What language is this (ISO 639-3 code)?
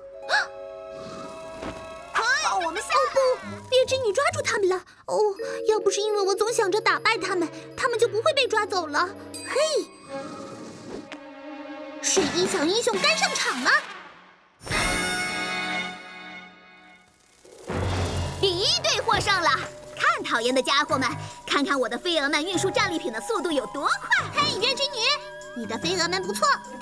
zho